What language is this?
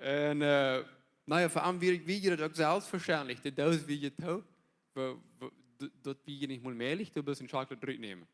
Plautdietsch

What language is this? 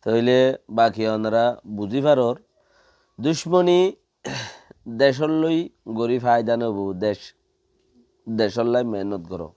Rohingya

